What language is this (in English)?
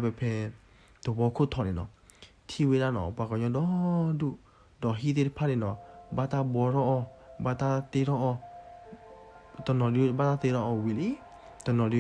S'gaw Karen